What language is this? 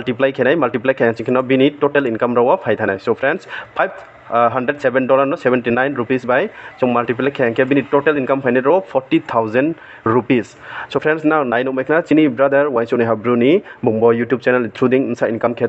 Riang (India)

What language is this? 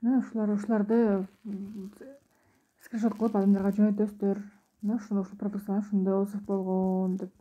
Kyrgyz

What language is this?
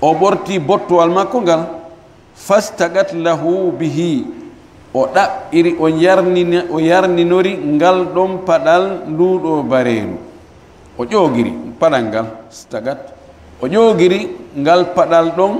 Fula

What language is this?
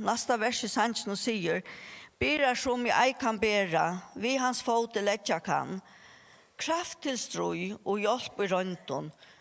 Faroese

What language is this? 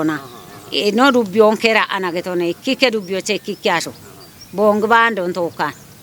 Kafa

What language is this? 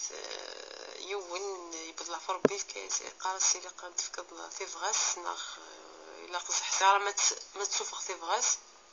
Kabyle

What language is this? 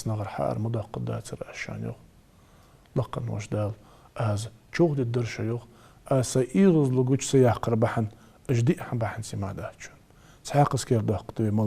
Ingush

